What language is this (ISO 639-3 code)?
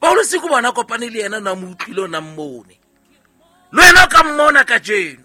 sot